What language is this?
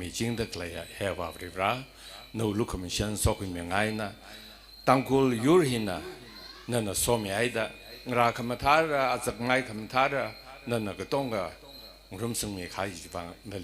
Tangkhul Naga (India)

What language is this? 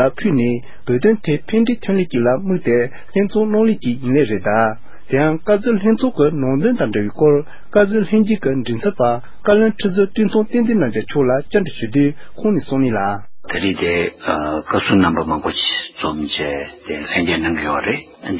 Tibetan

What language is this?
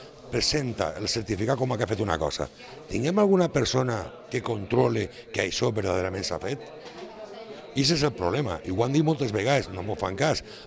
Catalan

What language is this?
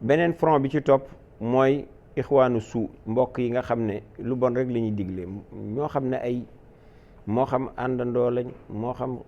Wolof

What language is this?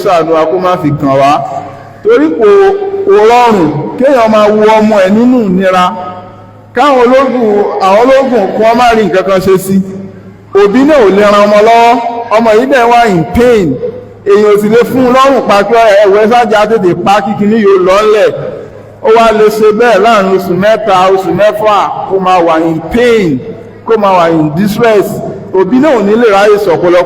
Yoruba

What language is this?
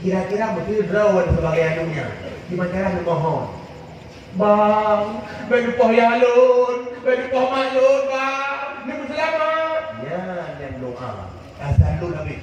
Achinese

